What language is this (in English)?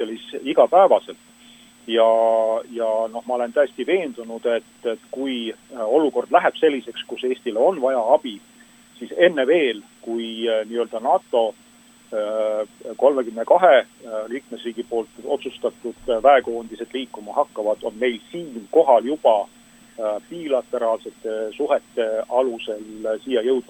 Estonian